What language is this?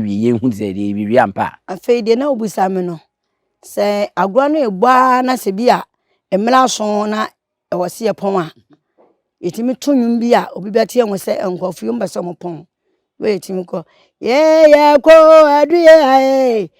Akan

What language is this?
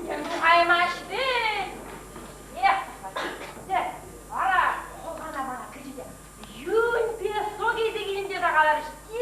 Chuvash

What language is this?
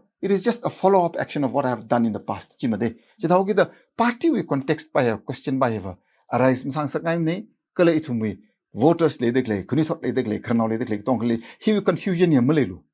Tangkhul Naga (India)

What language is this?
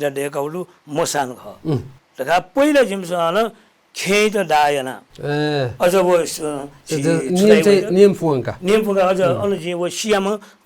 Newari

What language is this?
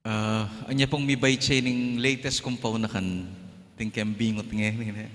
Pampanga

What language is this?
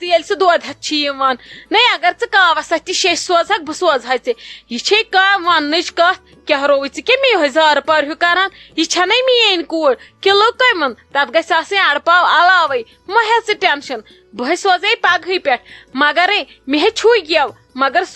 Kashmiri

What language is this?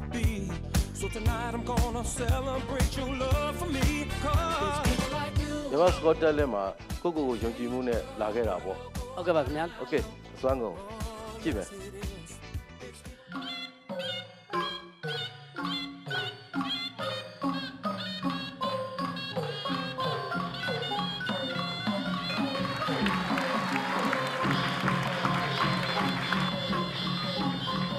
Burmese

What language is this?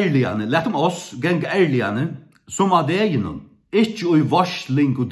Faroese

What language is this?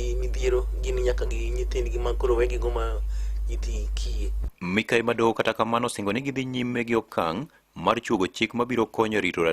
Luo (Kenya and Tanzania)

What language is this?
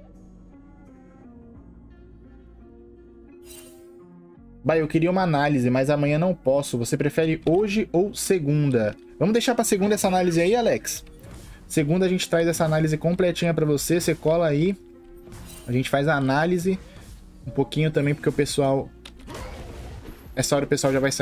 Portuguese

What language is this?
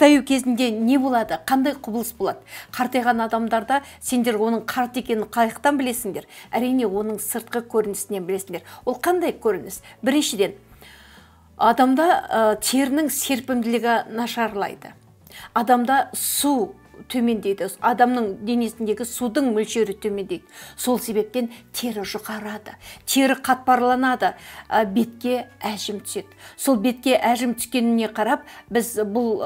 Kazakh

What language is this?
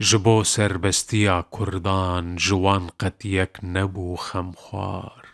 Kurdish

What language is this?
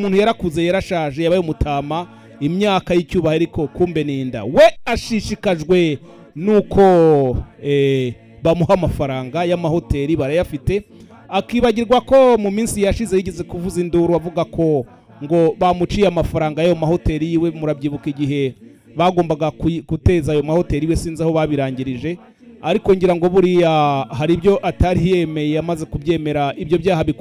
Kinyarwanda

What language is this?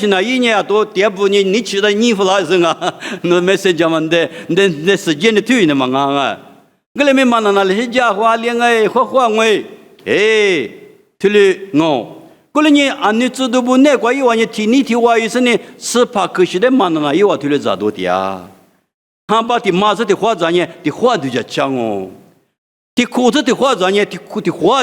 Lisu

